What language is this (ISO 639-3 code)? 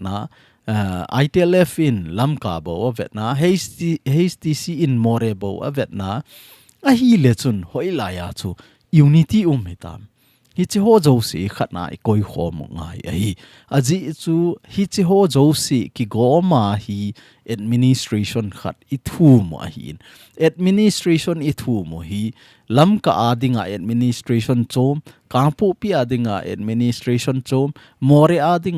tcz